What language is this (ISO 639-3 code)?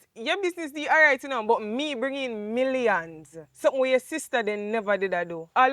jam